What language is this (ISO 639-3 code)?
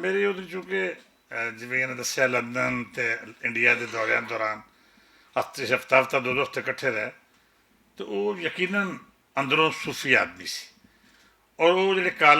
lah